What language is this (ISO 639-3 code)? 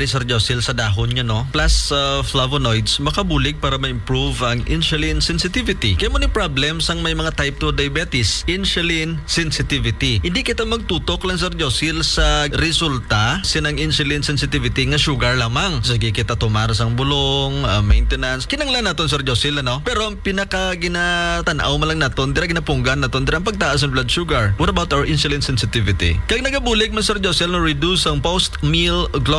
hil